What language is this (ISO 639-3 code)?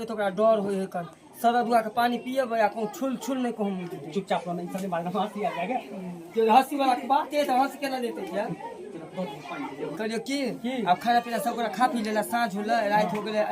mai